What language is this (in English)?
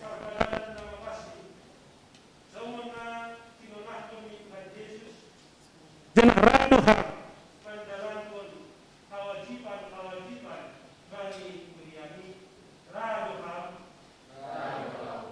Batak Simalungun